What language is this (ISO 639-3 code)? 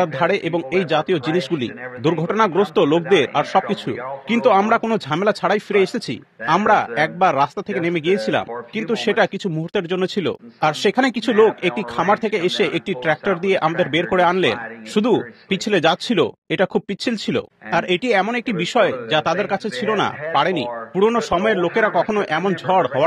ben